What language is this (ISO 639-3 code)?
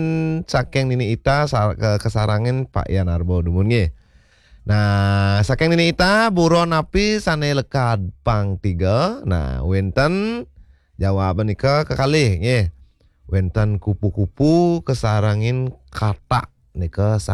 ban